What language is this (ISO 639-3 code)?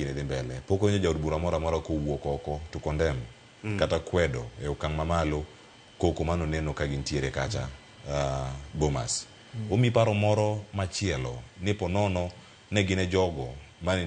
luo